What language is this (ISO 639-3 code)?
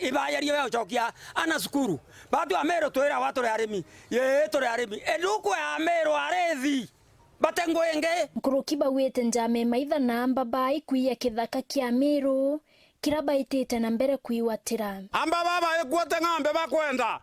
mer